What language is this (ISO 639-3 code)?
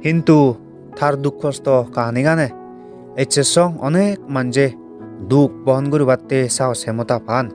ccp